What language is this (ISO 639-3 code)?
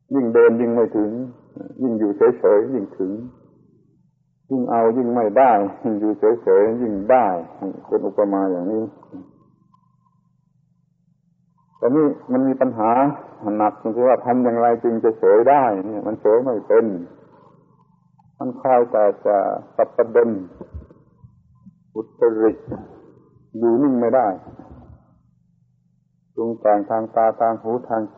tha